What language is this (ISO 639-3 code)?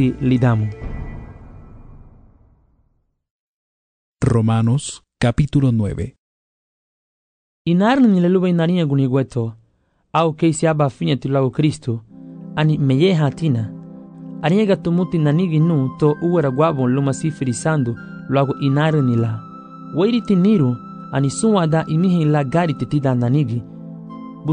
cab